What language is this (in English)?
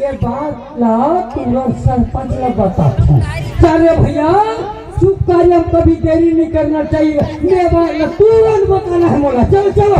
Chhattisgarhi